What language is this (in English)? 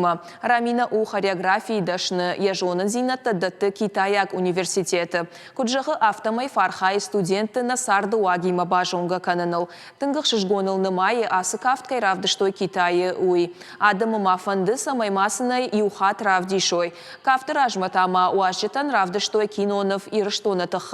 Ossetic